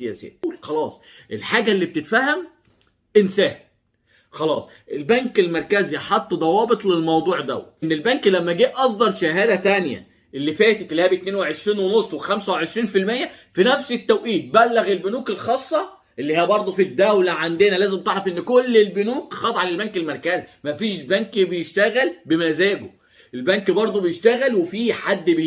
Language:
Egyptian Arabic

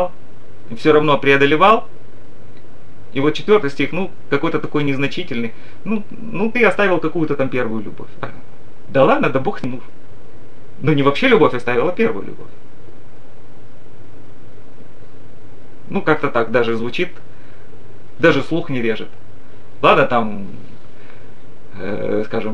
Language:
Russian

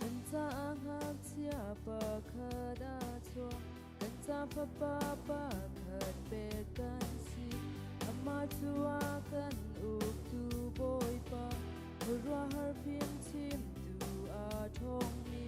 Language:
Hakha Chin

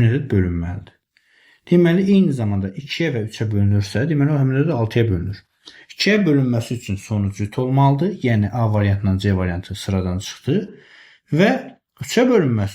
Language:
Azerbaijani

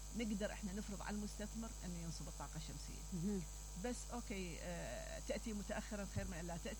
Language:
Mesopotamian Arabic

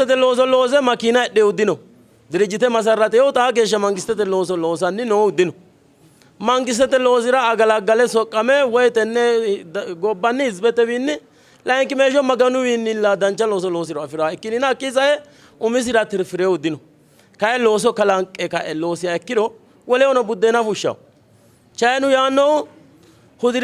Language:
Sidamo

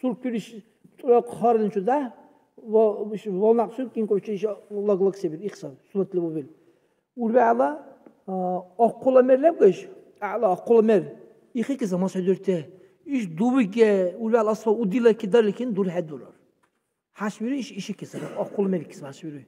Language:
Dargwa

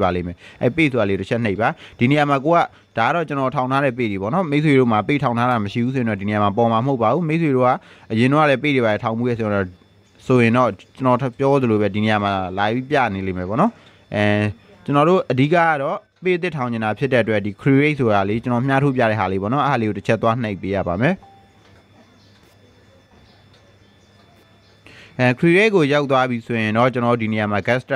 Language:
Burmese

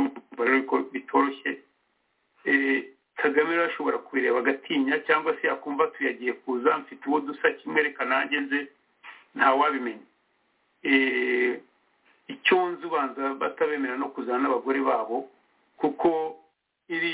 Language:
Kinyarwanda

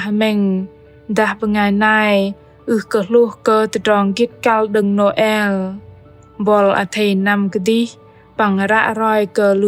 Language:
Bahnar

